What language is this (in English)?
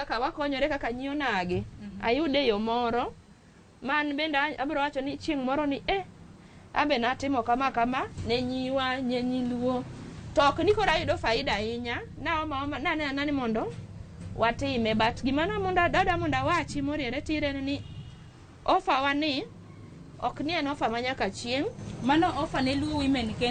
Luo (Kenya and Tanzania)